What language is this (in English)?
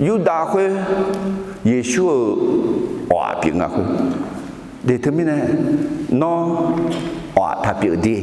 Akha